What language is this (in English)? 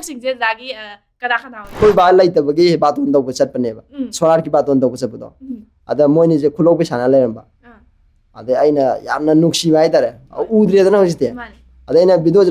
Manipuri